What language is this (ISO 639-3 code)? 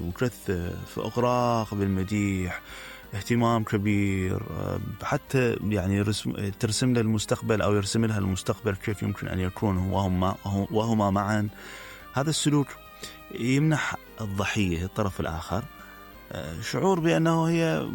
acm